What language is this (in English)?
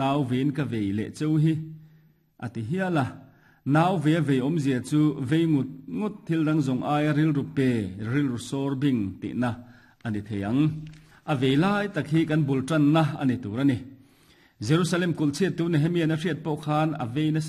Mizo